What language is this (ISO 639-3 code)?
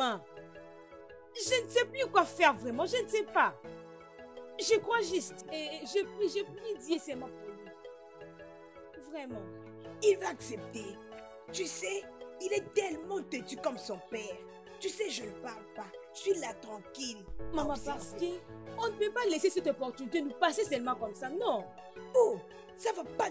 fra